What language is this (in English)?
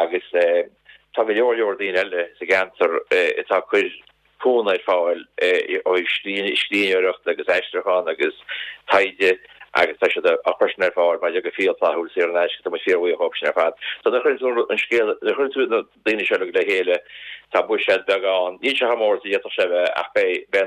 Irish